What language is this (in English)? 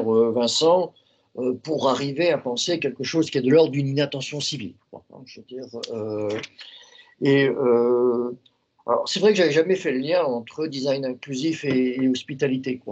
French